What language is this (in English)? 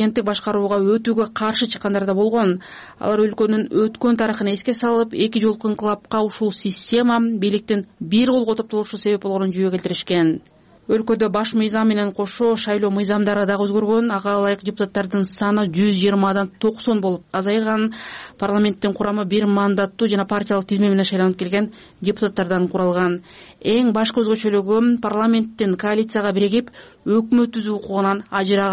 Kyrgyz